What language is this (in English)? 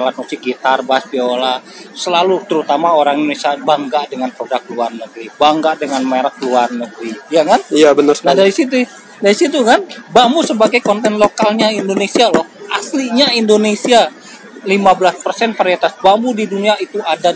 Indonesian